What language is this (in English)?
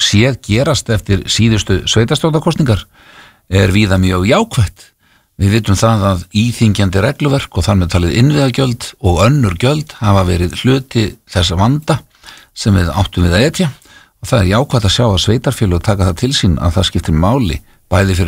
Icelandic